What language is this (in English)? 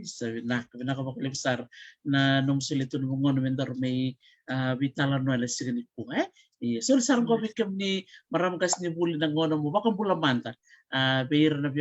Fijian